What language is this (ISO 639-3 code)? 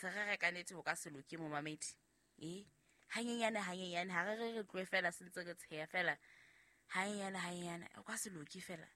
sot